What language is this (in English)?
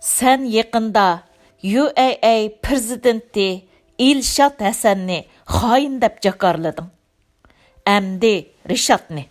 Uyghur